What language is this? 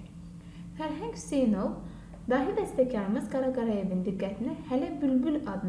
Azerbaijani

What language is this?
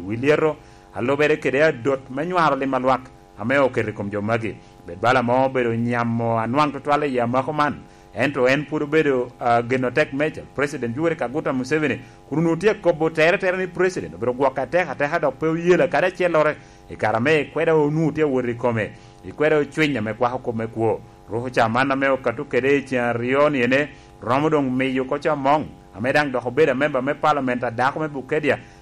Lango (Uganda)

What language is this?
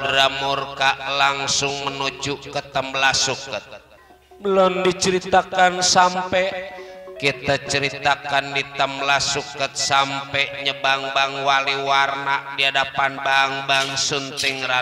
Betawi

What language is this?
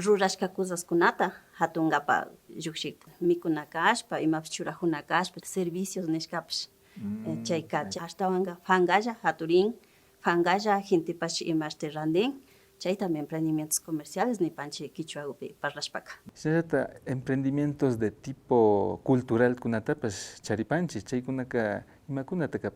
Imbabura Highland Quichua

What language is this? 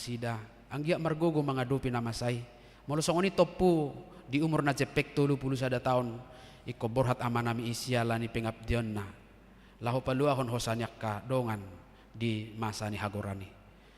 Batak Toba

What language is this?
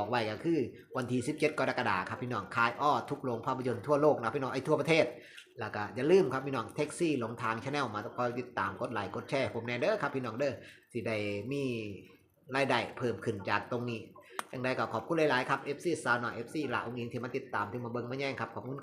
Northeastern Thai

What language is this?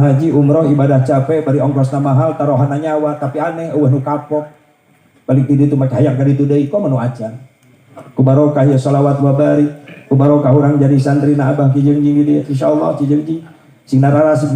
Sundanese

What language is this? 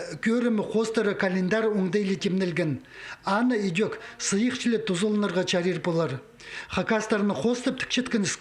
Khakas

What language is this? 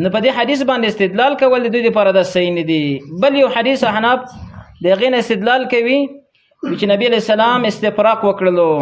Pashto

